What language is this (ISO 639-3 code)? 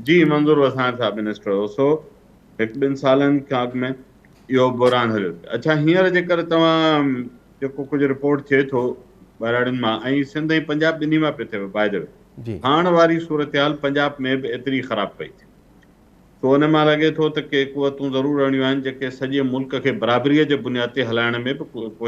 snd